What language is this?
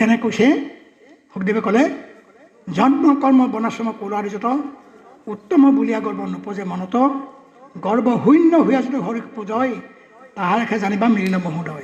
Assamese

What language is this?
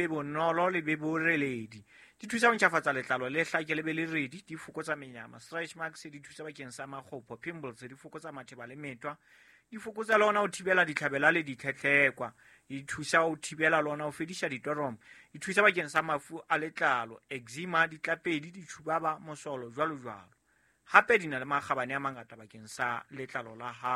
Southern Sotho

